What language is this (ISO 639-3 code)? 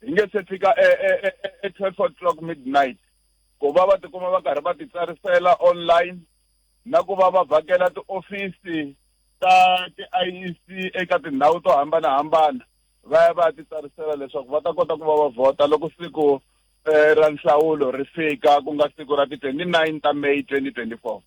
tso